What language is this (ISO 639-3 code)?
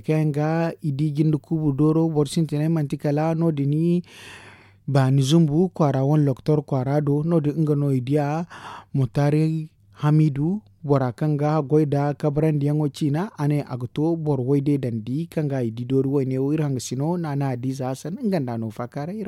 dje